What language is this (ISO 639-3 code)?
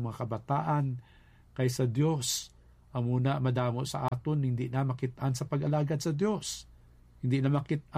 hil